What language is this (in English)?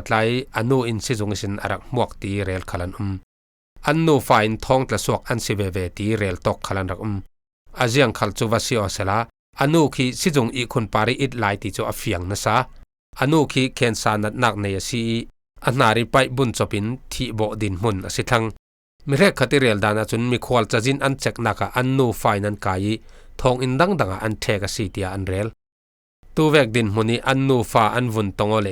Falam Chin